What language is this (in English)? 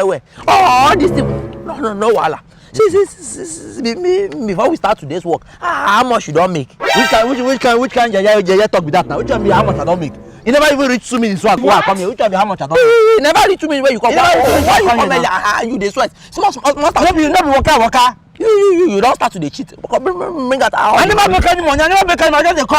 Nigerian Pidgin